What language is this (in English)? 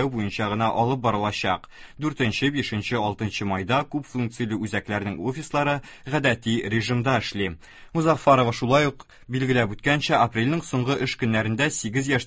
Tatar